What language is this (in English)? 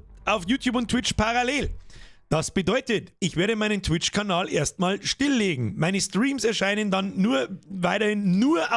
Bavarian